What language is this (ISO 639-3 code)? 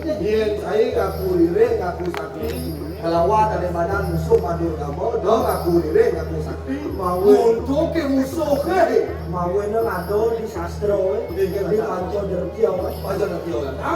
ban